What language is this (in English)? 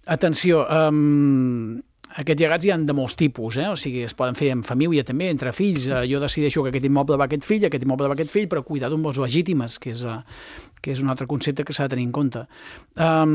Catalan